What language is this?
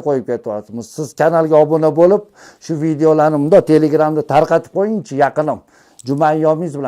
Uzbek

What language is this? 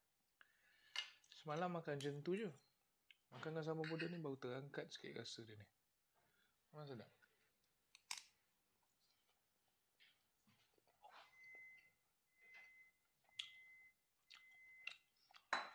Malay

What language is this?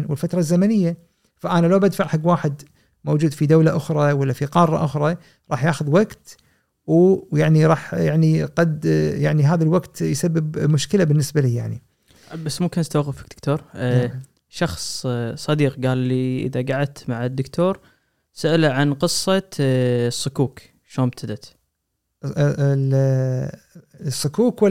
Gulf Arabic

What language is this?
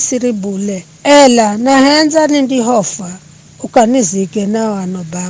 Giryama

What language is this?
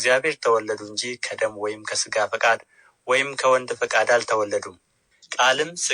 Amharic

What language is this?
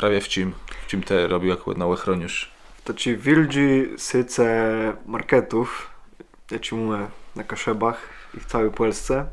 Kashubian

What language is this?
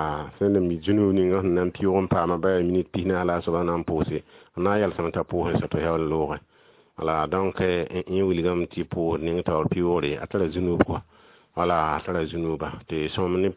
Mossi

